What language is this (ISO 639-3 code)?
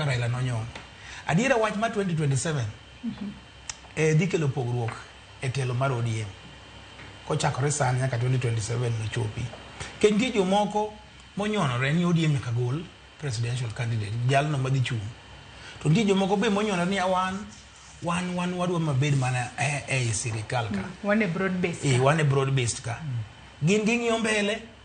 luo